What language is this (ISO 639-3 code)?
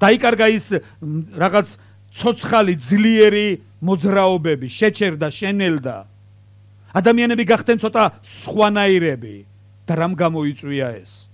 kat